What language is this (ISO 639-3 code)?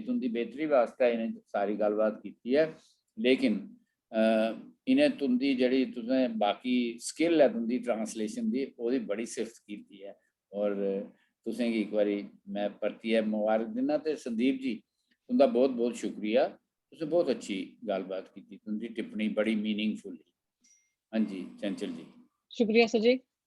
doi